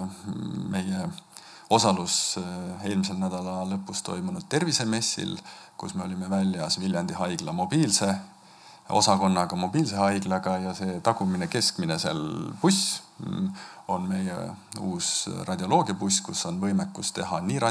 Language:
Estonian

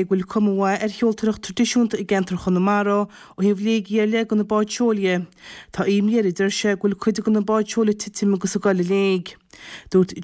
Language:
Irish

